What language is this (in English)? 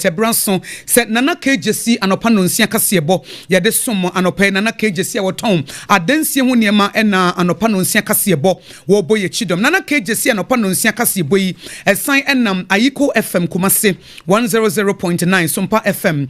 Akan